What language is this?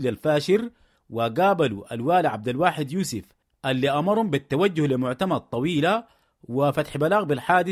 Sudanese Arabic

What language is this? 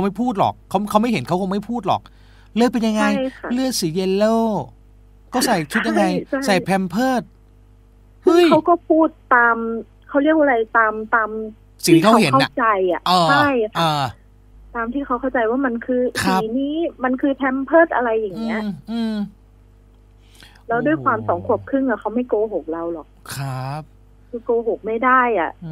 Thai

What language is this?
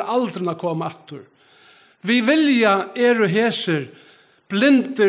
Faroese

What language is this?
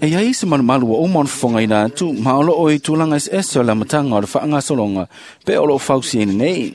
Samoan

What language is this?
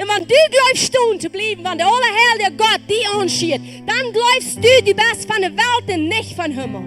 Plautdietsch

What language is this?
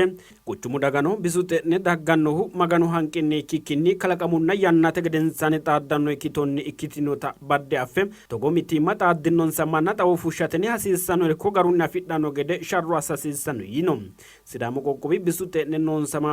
Sidamo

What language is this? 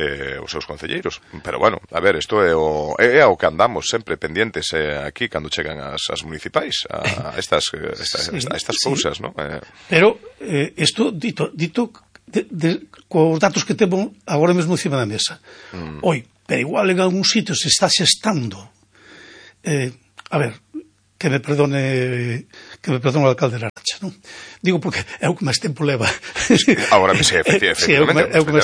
Galician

